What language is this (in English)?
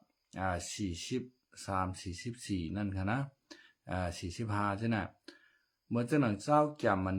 Shan